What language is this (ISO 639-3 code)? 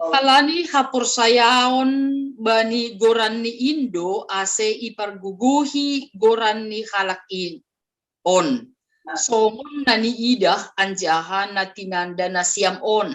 bts